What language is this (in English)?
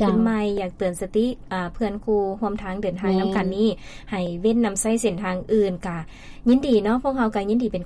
Lao